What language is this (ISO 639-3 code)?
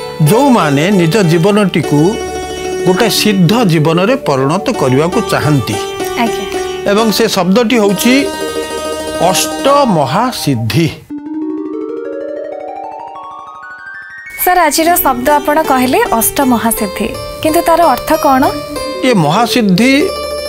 ori